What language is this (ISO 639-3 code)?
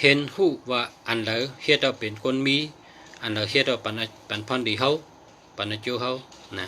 shn